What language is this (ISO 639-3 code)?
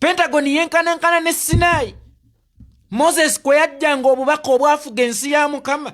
lug